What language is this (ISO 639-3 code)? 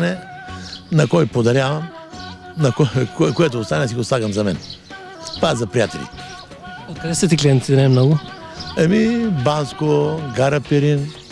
bul